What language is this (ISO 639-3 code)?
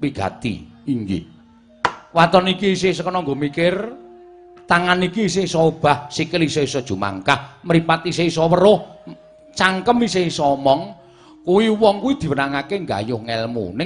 jav